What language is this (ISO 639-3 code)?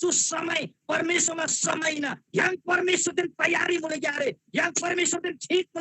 taj